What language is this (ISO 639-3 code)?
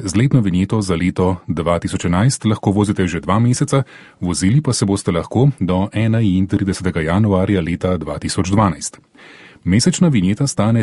slv